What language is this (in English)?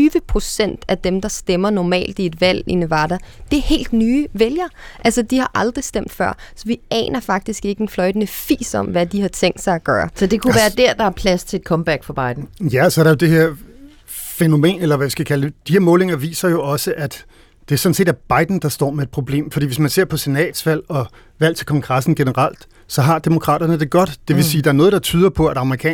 Danish